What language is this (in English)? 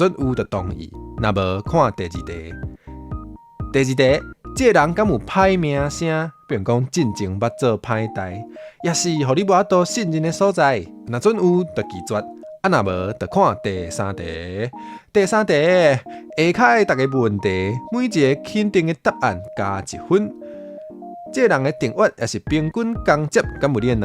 Min Nan Chinese